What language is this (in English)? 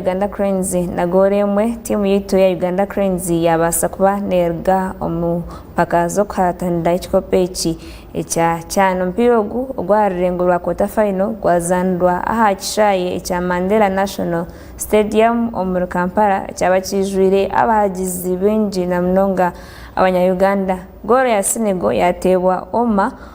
Nyankole